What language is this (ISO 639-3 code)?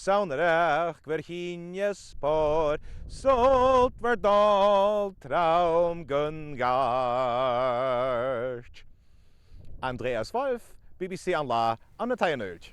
gla